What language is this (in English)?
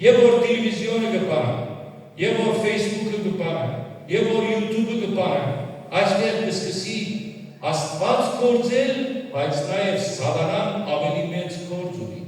Western Armenian